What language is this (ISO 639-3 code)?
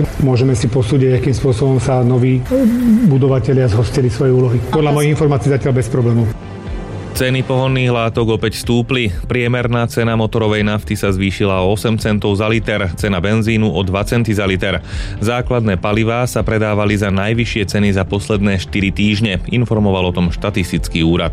slk